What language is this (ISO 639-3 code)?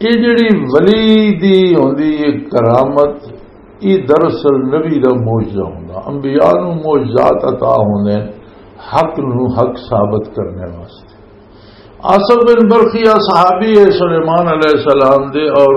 lah